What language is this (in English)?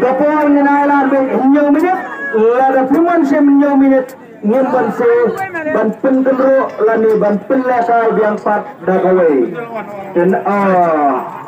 Khasi